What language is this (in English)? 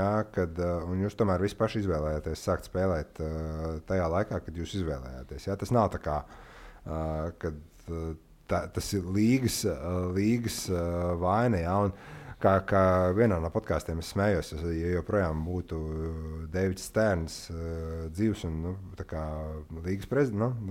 Latvian